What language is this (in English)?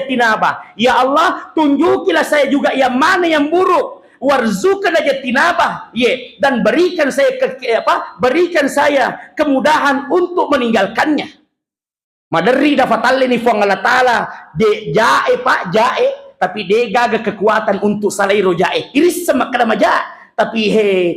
Buginese